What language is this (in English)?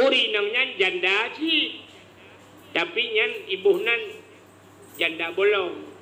Achinese